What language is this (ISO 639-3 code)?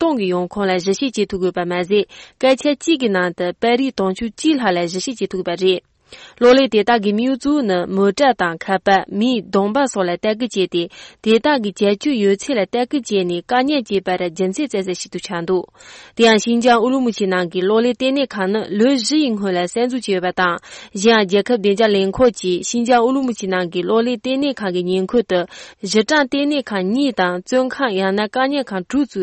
bod